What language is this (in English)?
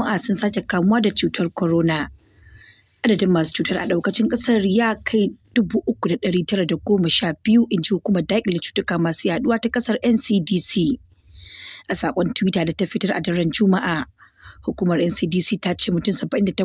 Hausa